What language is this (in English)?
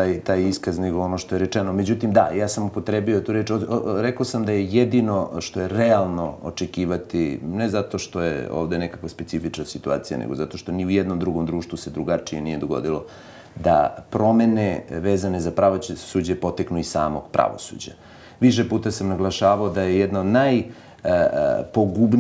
Serbian